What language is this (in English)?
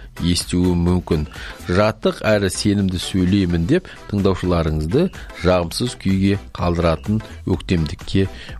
Kazakh